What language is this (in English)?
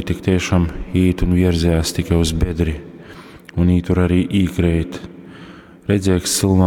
Latgalian